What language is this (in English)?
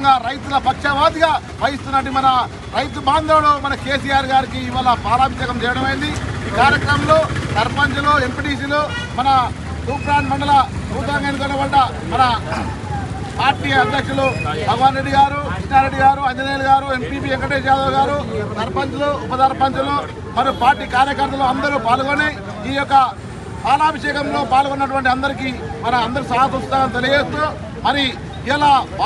Telugu